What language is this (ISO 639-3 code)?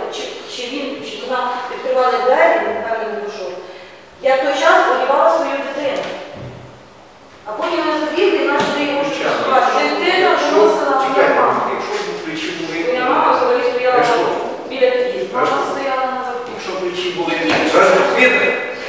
ukr